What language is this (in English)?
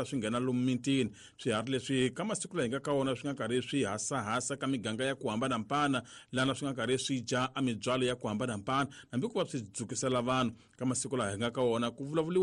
Tsonga